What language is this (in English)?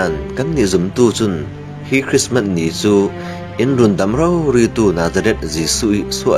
Falam Chin